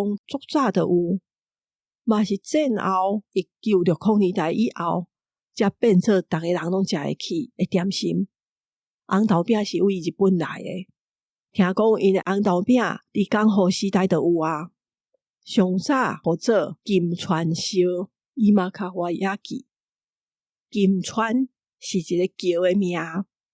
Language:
Min Nan Chinese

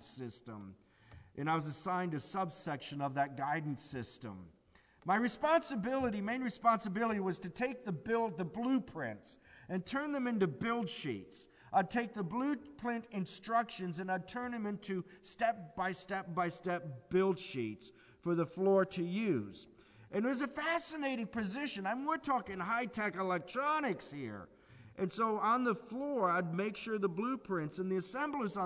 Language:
English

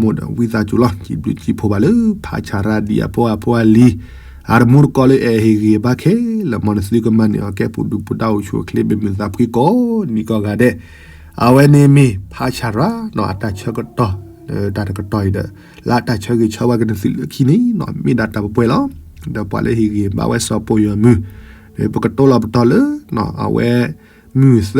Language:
S'gaw Karen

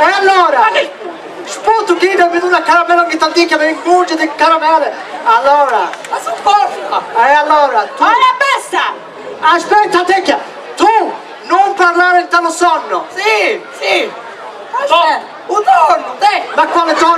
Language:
Sicilian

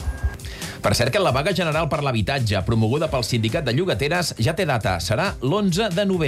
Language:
Catalan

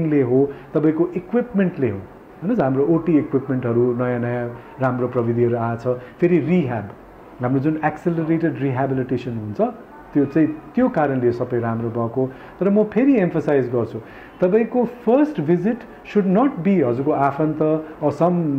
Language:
Nepali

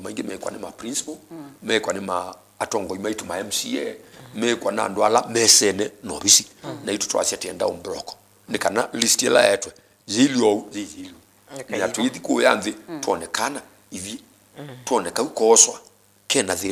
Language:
Kamba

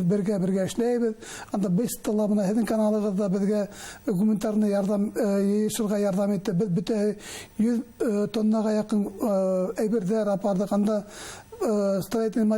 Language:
Bashkir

